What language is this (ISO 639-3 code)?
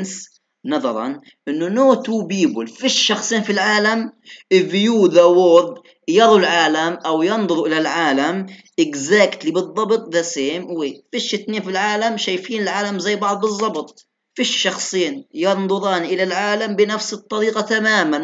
ara